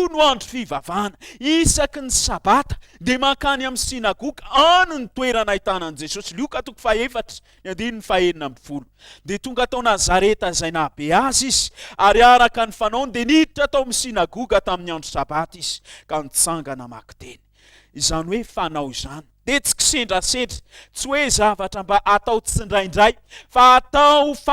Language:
Malagasy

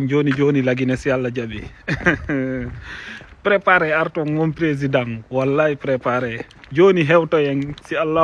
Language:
Fula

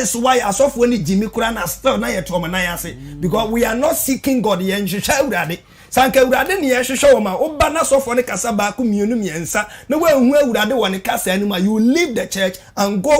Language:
Akan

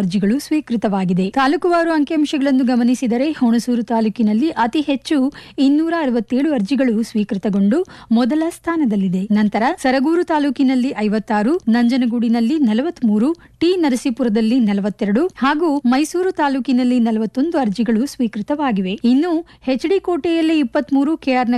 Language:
Kannada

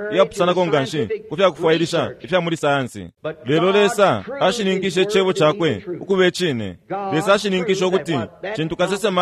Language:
Bemba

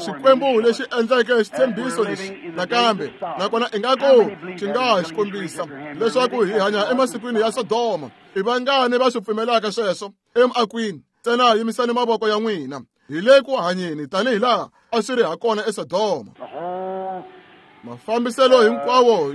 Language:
Tsonga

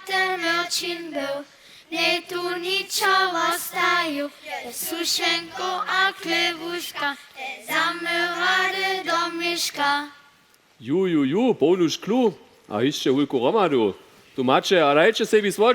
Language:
Upper Sorbian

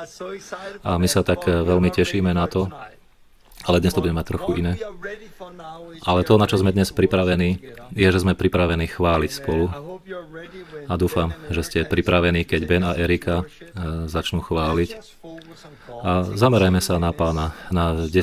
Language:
Slovak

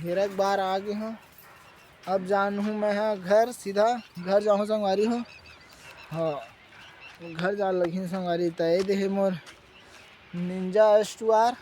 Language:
Chhattisgarhi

